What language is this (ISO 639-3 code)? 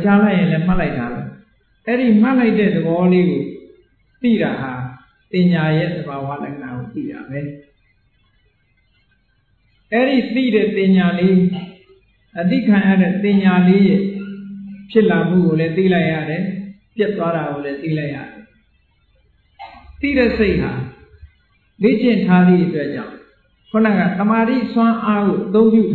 mya